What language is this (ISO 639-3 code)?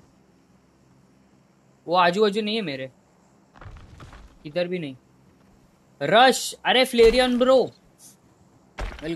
hin